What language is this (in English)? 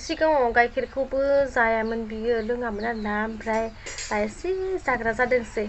Bodo